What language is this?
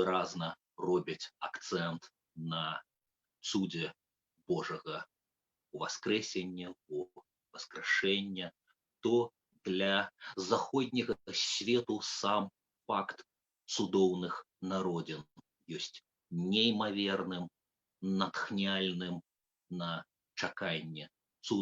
Belarusian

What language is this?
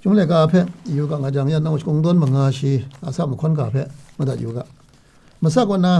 Kachin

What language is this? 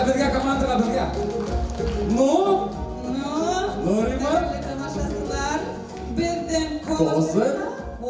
Bashkir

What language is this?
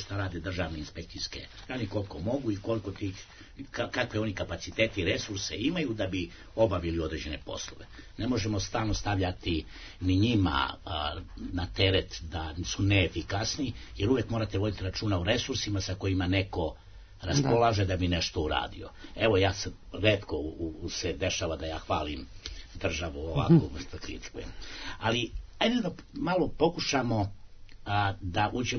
Serbian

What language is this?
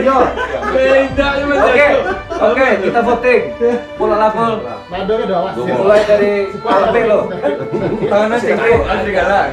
Minangkabau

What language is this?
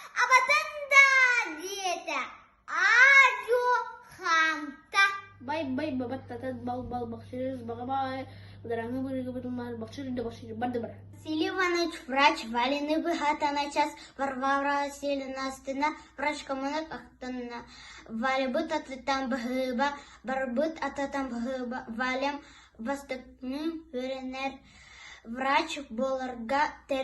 Yakut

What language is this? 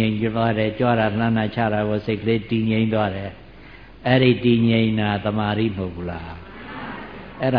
Burmese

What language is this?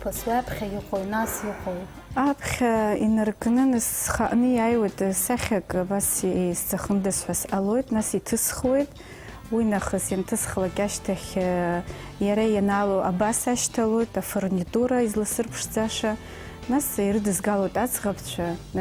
Abkhazian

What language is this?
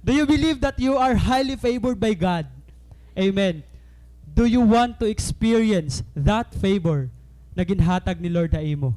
Waray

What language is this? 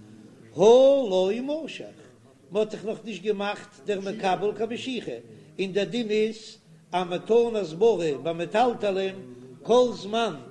Yiddish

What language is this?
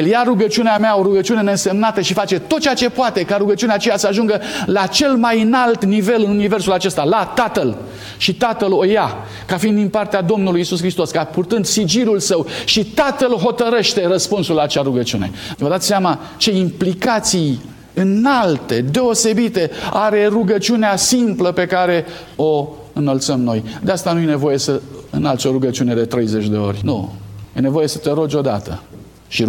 Romanian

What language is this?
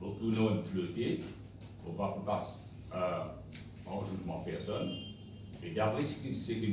Morisyen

